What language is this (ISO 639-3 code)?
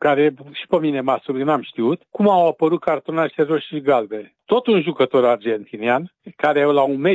ron